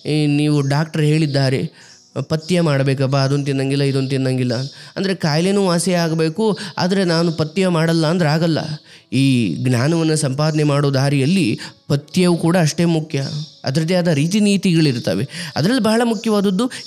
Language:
Kannada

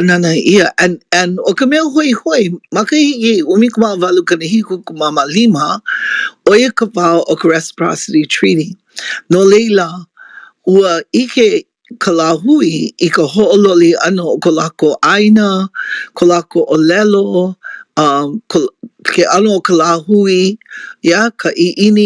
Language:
Hawaiian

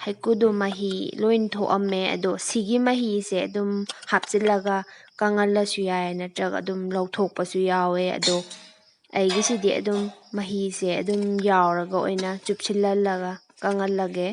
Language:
Manipuri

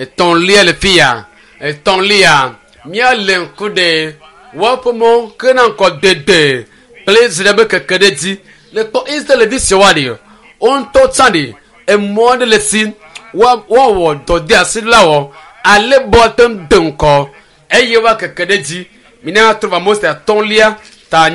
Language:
Ewe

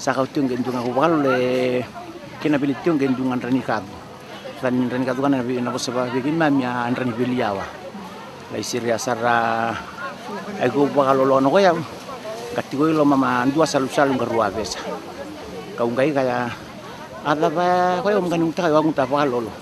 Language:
Fijian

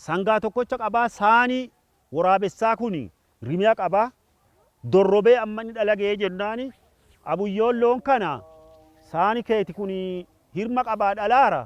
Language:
Oromo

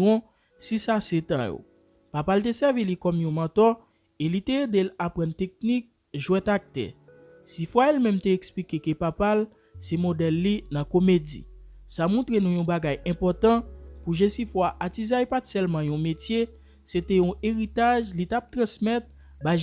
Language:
Haitian Creole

